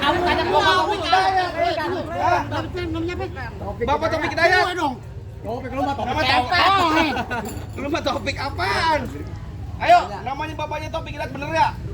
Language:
Betawi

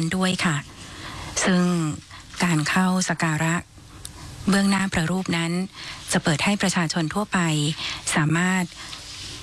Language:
Thai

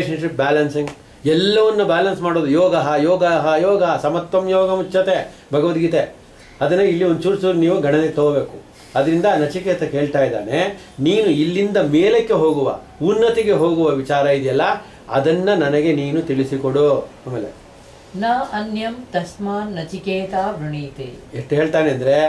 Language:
Kannada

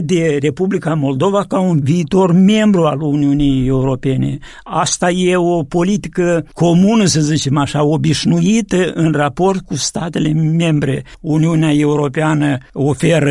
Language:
Romanian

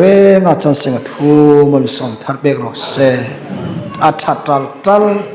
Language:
Hmar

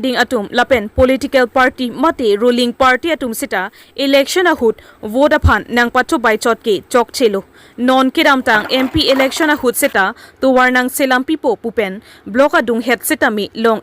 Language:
Karbi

